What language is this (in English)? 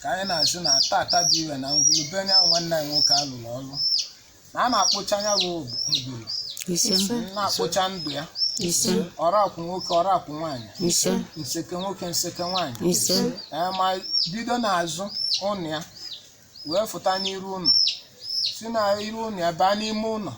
Igbo